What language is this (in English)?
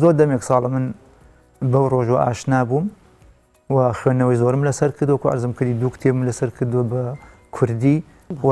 Central Kurdish